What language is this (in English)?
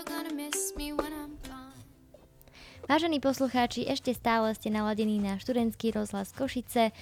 Slovak